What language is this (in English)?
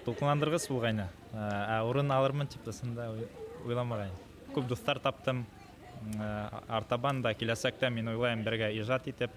Bashkir